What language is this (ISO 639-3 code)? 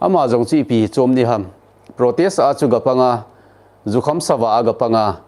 tcz